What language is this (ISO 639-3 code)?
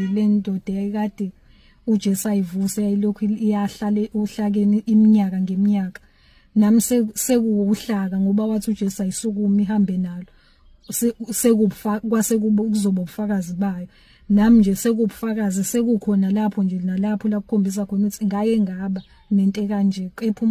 zul